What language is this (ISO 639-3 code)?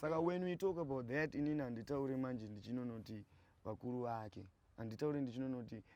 sna